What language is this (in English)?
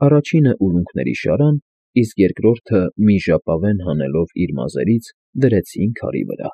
Armenian